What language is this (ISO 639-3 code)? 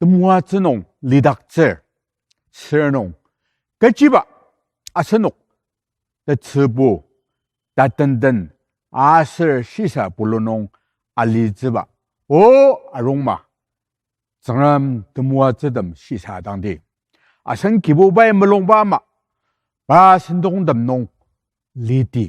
njo